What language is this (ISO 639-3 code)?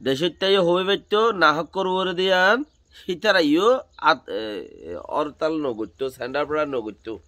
rhg